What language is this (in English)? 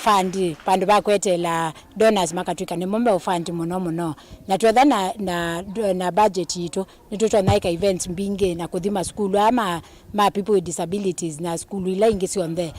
Kamba